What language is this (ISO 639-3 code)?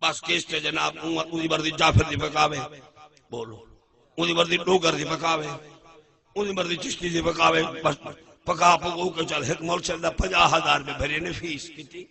skr